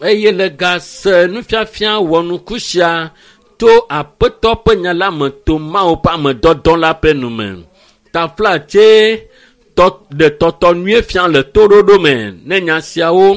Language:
Ewe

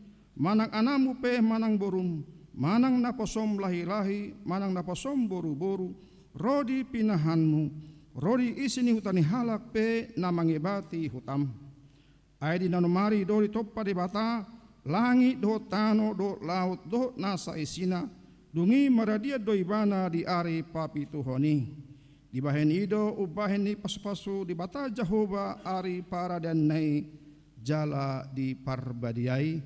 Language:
Batak Toba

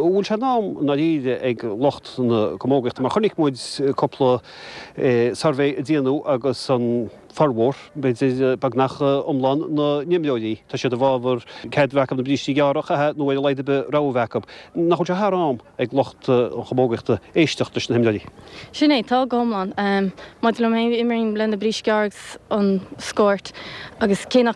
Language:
Irish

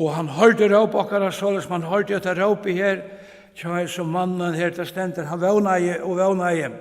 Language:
Faroese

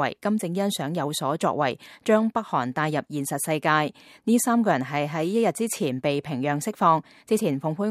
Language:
Cantonese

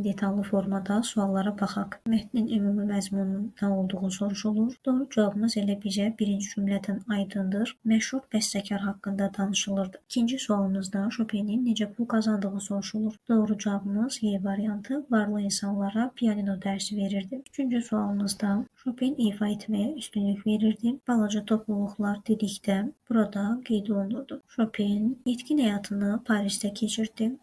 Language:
Azerbaijani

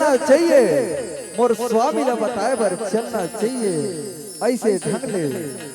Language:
Chhattisgarhi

